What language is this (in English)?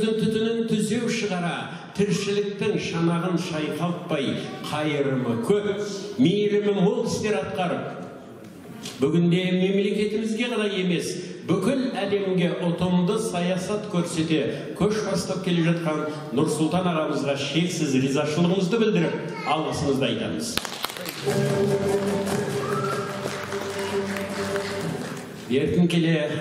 Kazakh